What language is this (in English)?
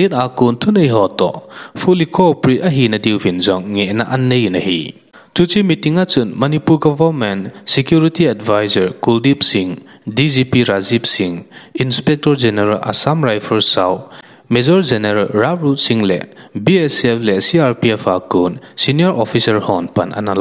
Thado Chin